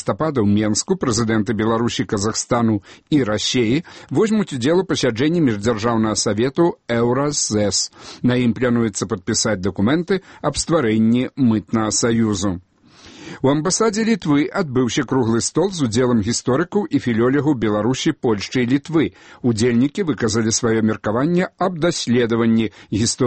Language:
Belarusian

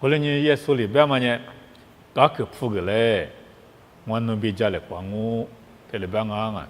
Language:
Lisu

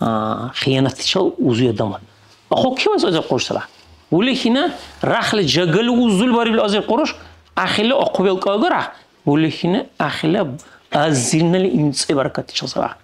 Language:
Dargwa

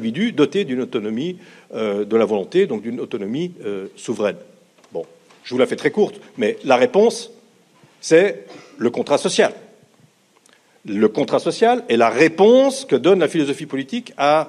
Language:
French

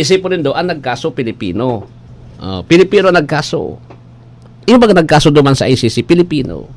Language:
Bikol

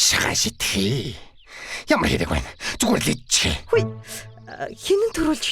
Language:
Mongolian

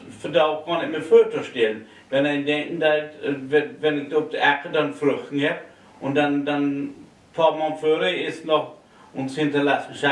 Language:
Low German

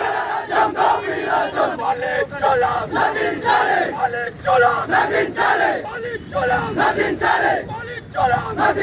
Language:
Telugu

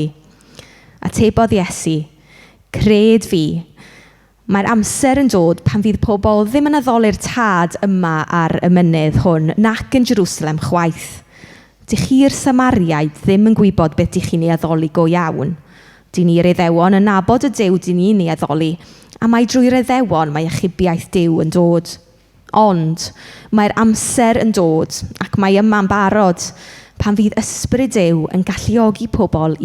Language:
Welsh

